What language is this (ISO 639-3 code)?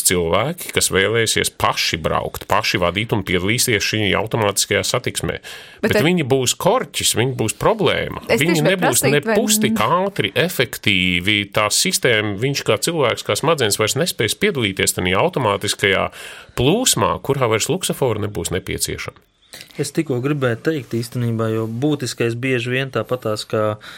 lav